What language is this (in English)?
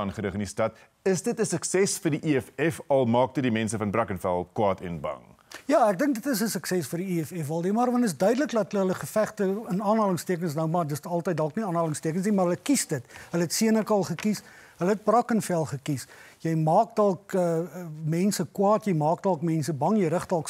Afrikaans